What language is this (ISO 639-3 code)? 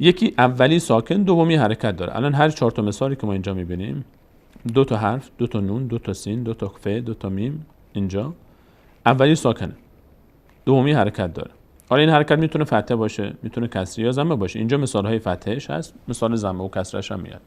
fas